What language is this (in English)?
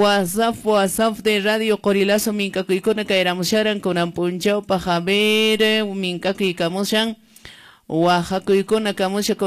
Quechua